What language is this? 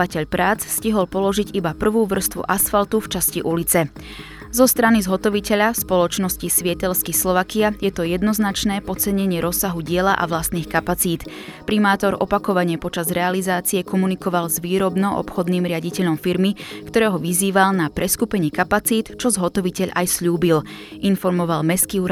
Slovak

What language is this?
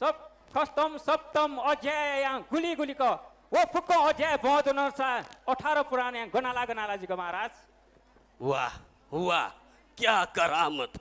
Newari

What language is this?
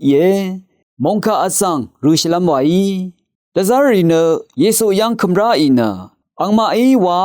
Rawang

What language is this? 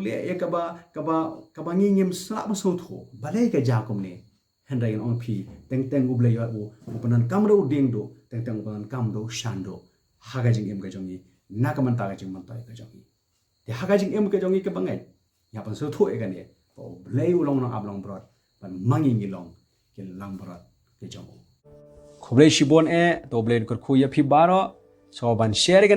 Khasi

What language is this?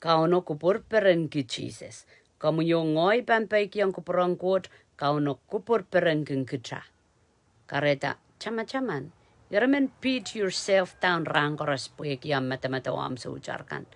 Pohnpeian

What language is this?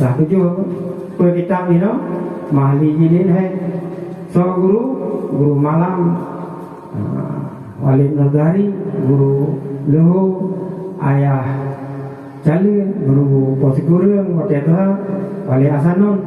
Achinese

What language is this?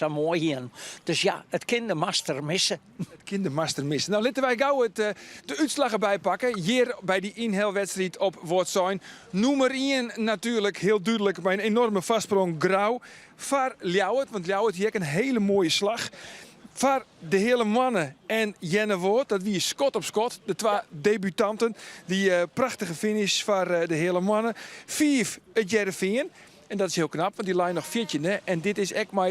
Western Frisian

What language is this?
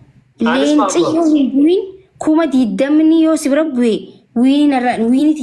Oromo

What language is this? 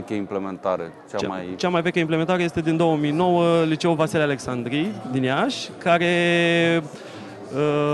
Romanian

